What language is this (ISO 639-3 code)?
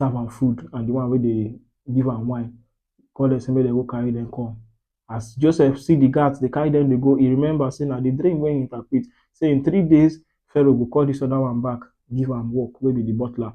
pcm